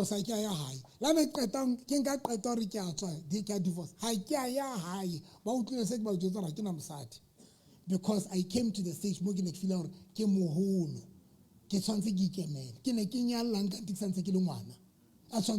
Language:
Southern Sotho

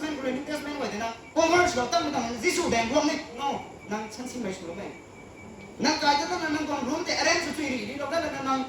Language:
Rongmei Naga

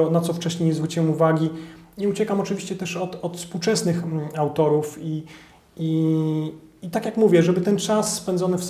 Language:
Polish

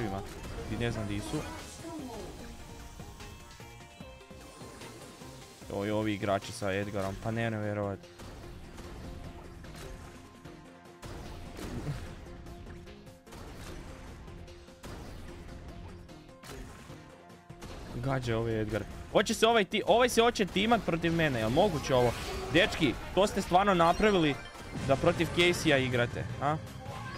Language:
Croatian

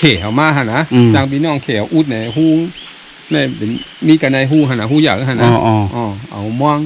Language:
Shan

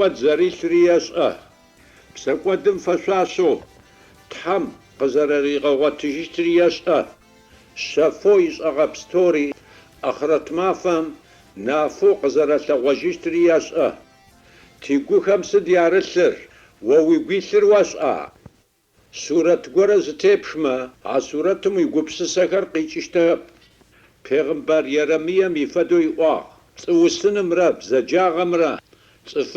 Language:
Adyghe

